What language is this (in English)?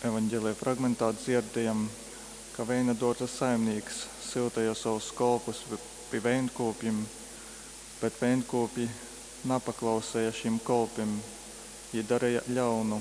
Latgalian